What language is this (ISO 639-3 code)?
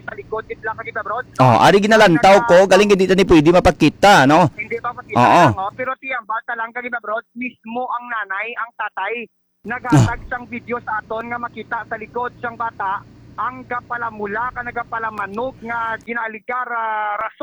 hil